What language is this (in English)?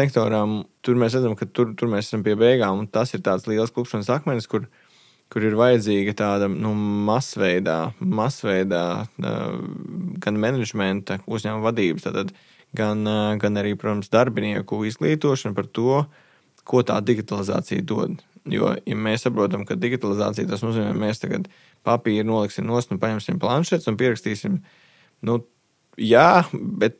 Latvian